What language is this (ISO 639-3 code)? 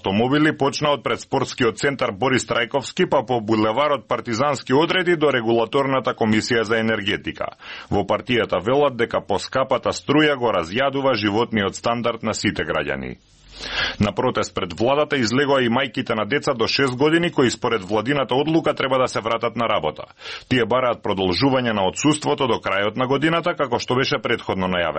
mkd